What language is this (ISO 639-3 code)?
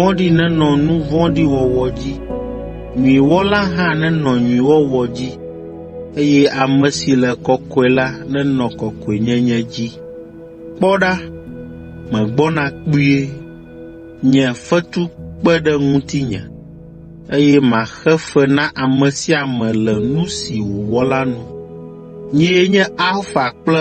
ewe